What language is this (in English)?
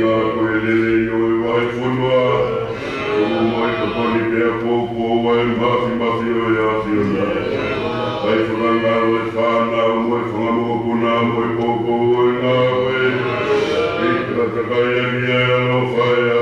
Tongan